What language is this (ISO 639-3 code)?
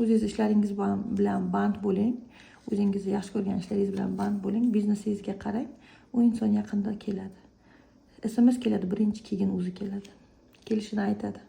uzb